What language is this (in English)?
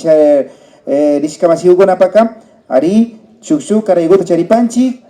Imbabura Highland Quichua